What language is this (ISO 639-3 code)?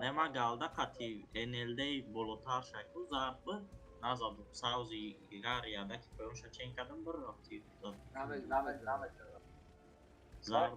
tgk